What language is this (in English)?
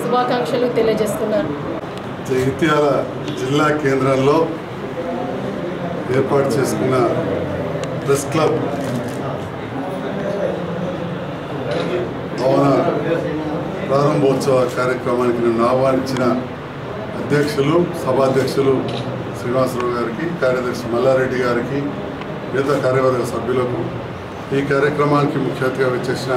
Telugu